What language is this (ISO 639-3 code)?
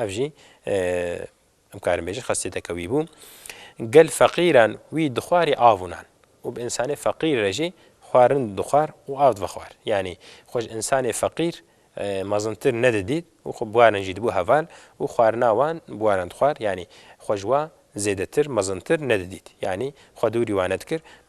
kur